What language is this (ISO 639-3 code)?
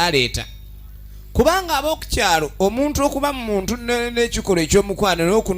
lug